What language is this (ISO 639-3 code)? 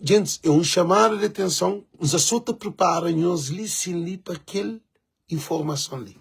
kea